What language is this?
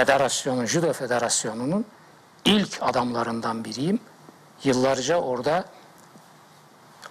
Turkish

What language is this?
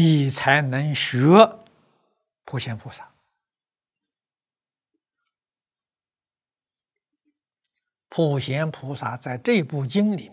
Chinese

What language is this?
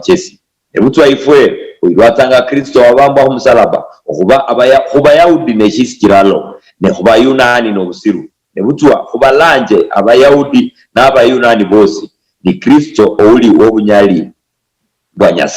Luyia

